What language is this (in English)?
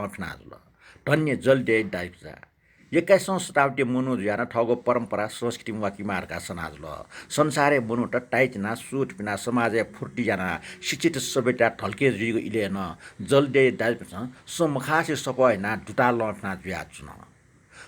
Newari